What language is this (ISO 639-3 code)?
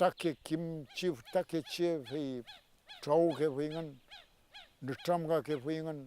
arn